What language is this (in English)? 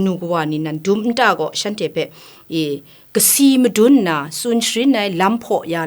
Kachin